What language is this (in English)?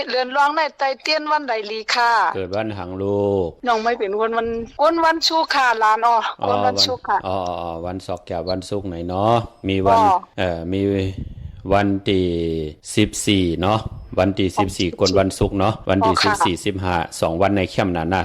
Shan